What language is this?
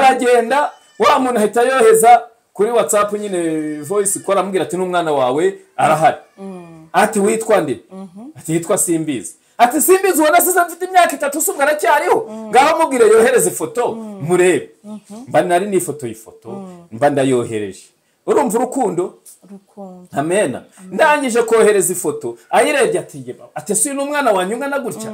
Kinyarwanda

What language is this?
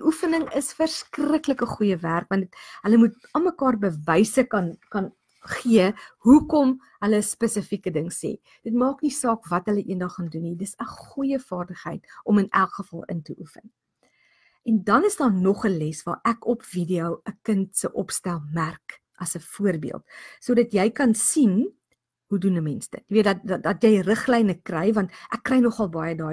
Afrikaans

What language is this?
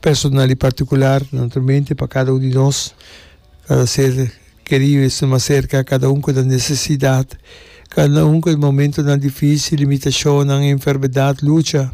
Papiamento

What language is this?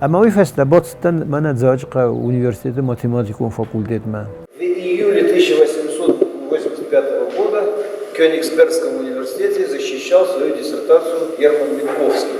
Ossetic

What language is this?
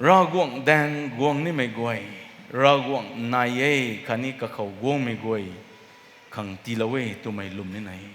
Rongmei Naga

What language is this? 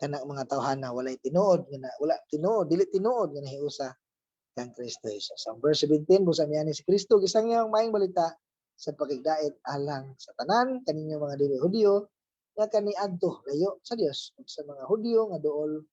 Cebuano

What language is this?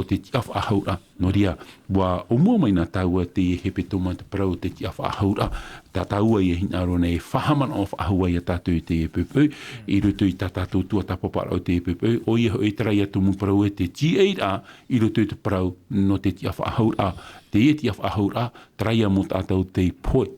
Tahitian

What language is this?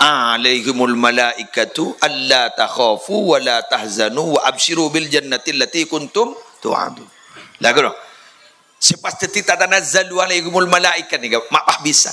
Madurese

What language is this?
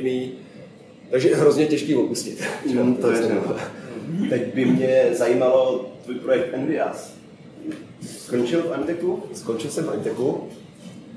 Czech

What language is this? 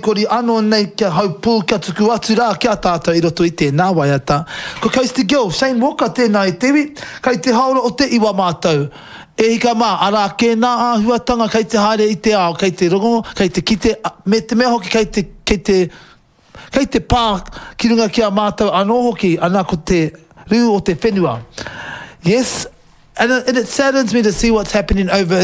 Māori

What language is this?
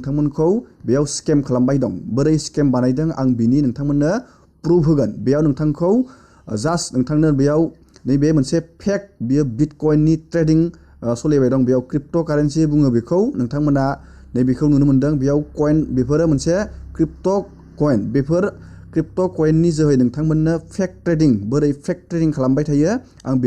Bodo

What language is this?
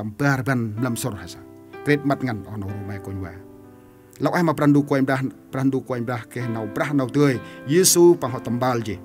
Central Mnong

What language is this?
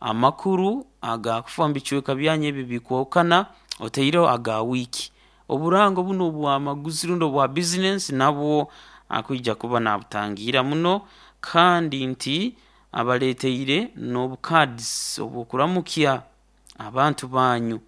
Nyoro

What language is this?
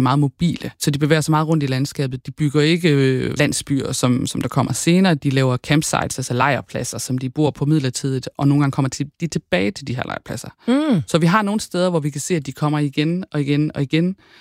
Danish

